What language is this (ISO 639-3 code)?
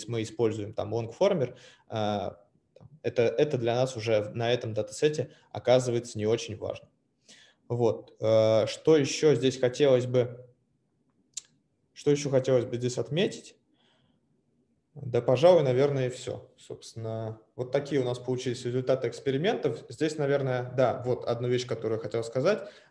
rus